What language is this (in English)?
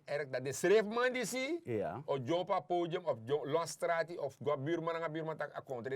Sranan Tongo